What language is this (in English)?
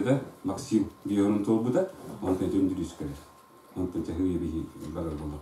Yakut